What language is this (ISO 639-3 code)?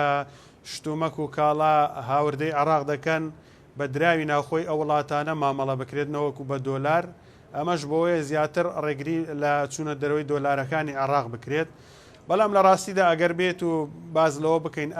ckb